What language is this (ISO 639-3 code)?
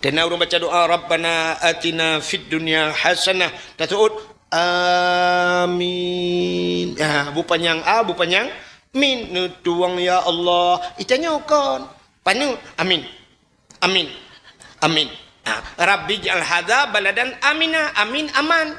ace